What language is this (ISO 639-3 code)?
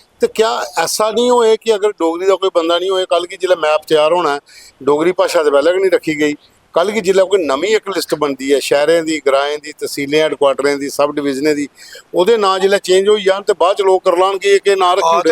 doi